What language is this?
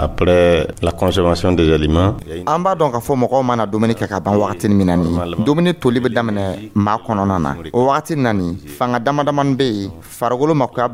Dyula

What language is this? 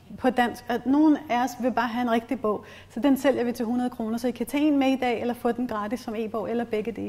Danish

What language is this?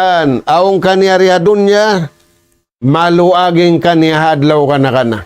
Tausug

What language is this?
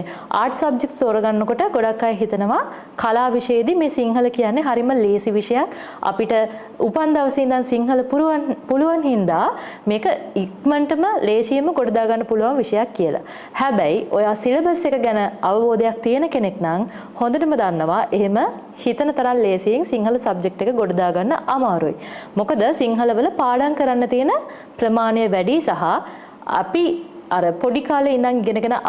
Sinhala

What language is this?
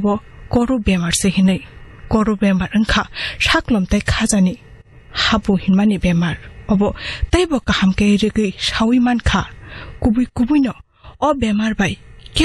Kok Borok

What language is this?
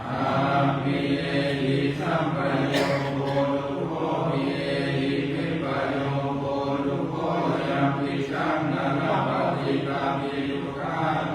Pali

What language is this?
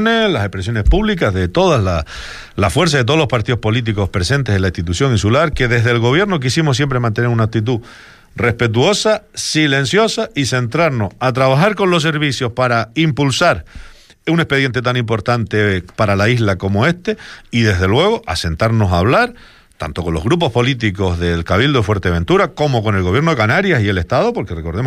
Spanish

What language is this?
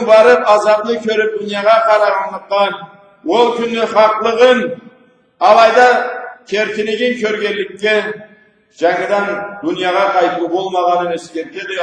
Karachay-Balkar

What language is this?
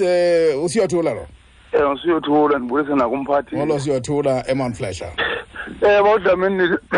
Xhosa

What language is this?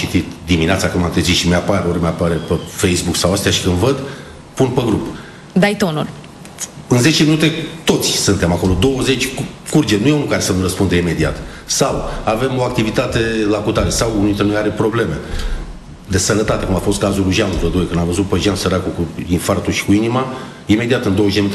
Romanian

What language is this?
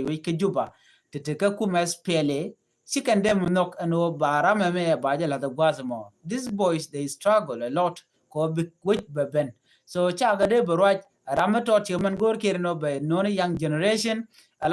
Nuer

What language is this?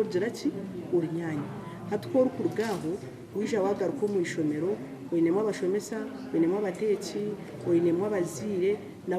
Nyankole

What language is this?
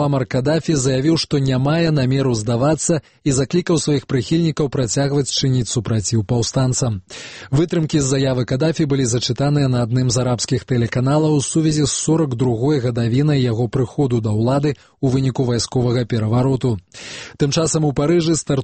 Belarusian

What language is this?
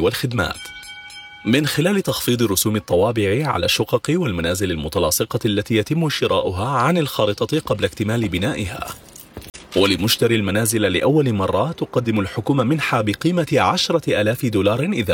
Arabic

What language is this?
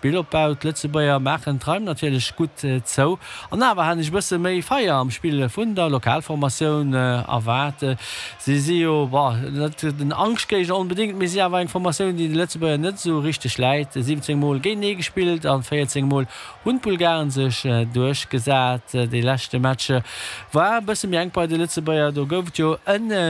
Luxembourgish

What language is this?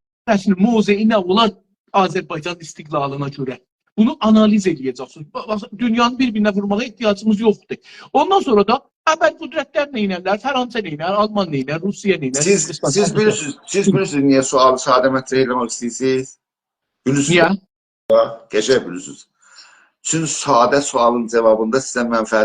South Azerbaijani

